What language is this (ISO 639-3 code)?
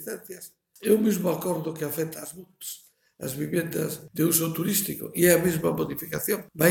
glg